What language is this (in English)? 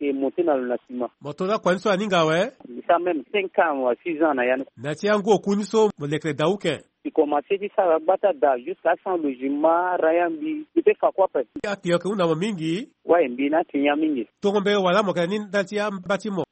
Sango